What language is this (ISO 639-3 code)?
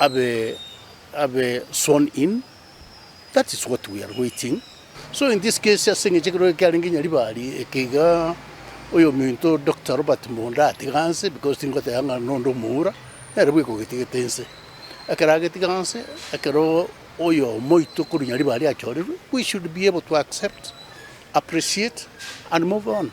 guz